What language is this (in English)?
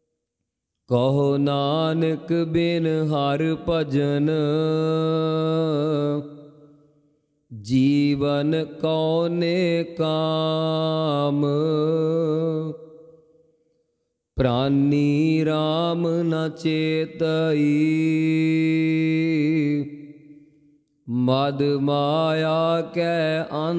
Punjabi